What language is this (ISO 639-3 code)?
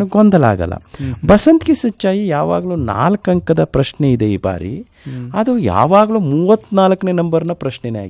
kan